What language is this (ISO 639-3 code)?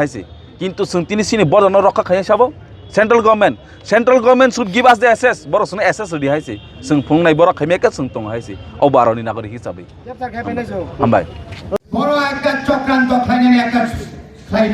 trp